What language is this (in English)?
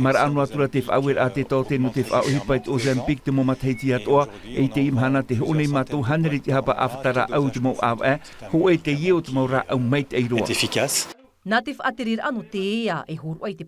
Tahitian